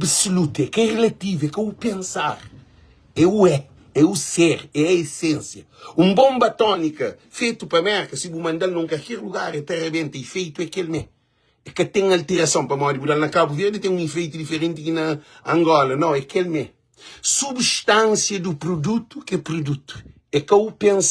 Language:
Kabuverdianu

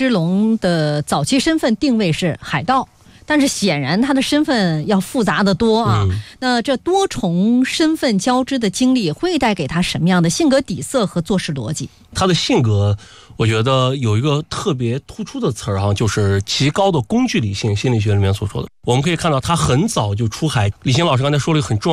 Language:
Chinese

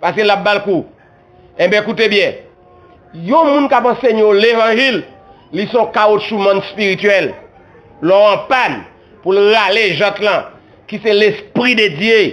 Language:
Haitian Creole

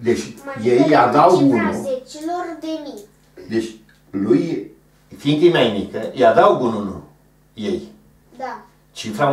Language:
Romanian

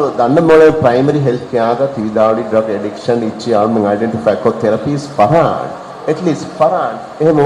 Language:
Divehi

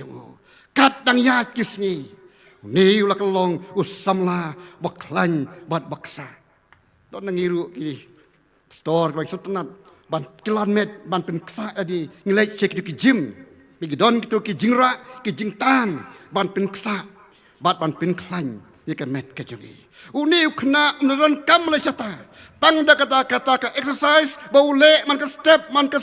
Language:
Khasi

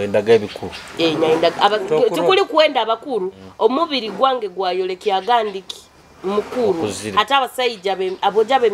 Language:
Nyoro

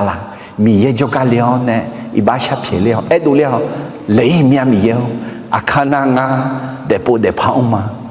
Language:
Akha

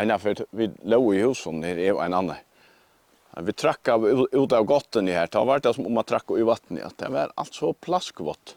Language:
Faroese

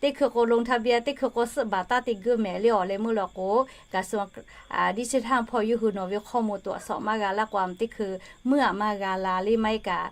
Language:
Lahu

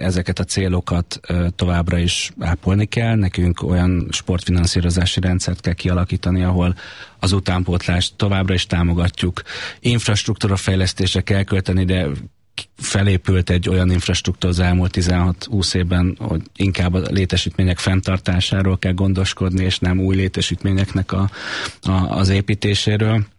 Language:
Hungarian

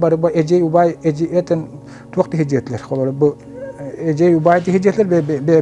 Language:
Yakut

